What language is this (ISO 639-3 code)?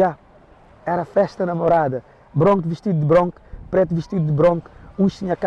kea